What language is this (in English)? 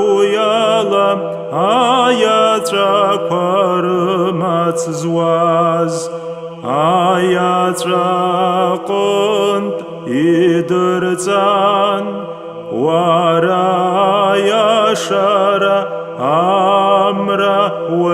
Abkhazian